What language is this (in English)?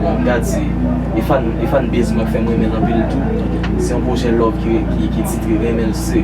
Haitian Creole